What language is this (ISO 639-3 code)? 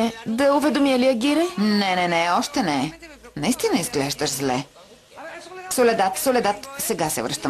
bul